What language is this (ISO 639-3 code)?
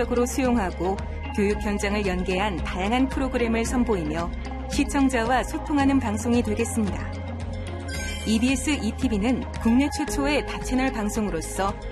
kor